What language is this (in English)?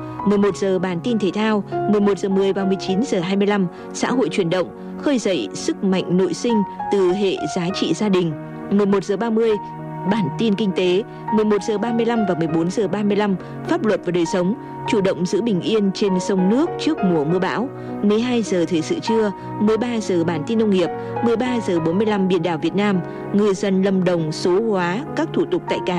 Vietnamese